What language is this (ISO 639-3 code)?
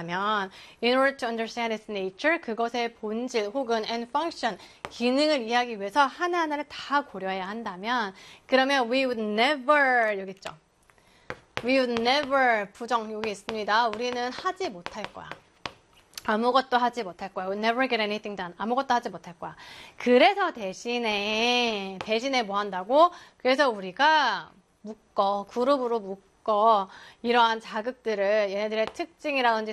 kor